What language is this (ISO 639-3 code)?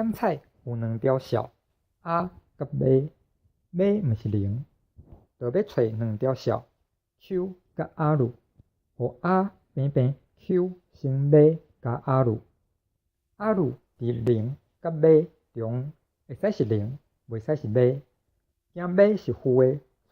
nan